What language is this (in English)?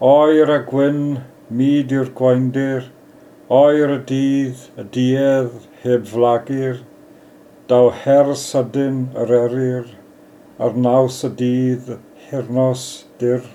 Welsh